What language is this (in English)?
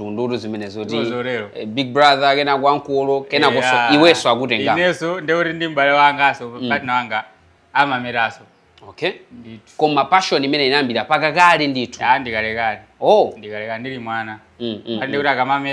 Nyanja